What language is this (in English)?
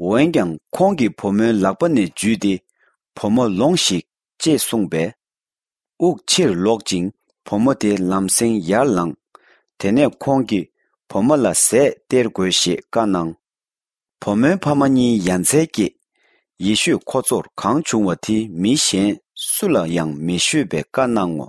Tibetan